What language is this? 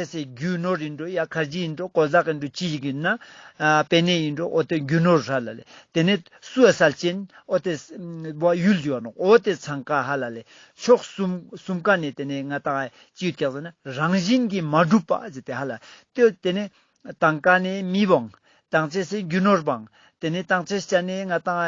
Ladakhi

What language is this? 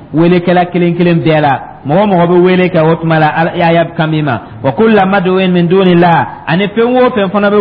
Dyula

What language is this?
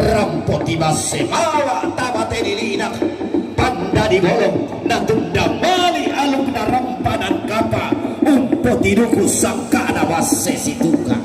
Toraja-Sa'dan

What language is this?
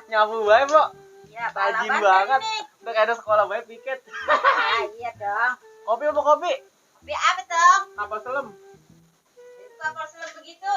Betawi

